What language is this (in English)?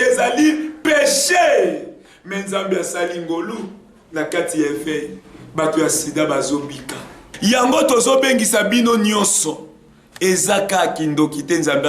Lingala